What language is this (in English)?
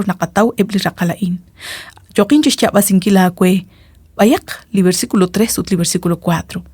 Kekchí